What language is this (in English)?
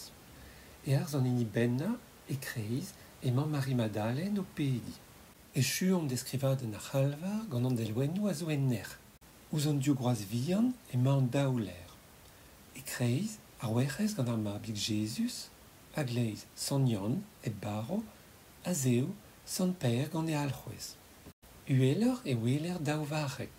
Breton